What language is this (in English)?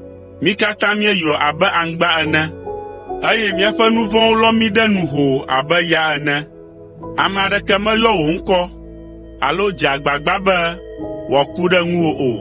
Ewe